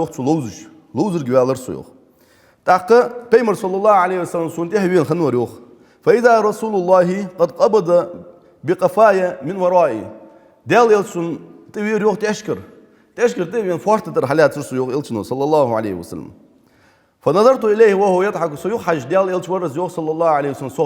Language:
Ingush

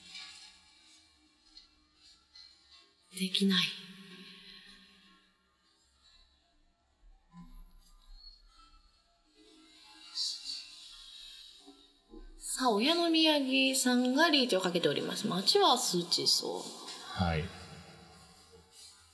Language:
Japanese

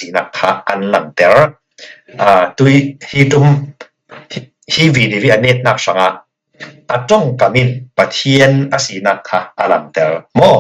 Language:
Falam Chin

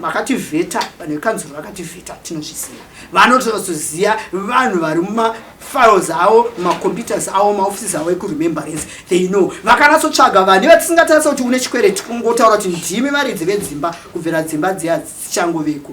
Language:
Shona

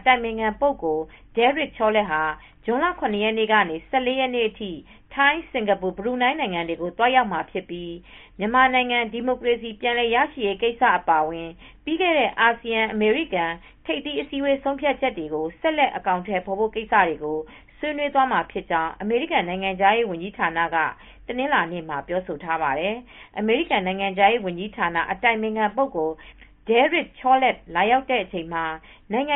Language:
Burmese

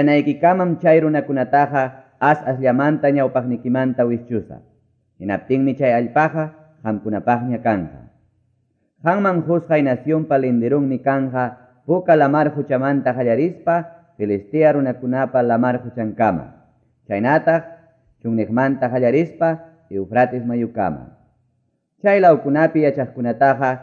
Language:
Quechua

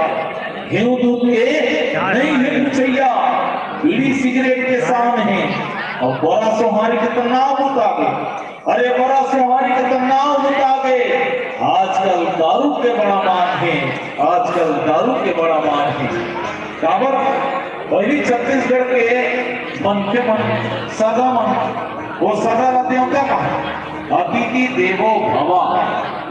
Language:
Chhattisgarhi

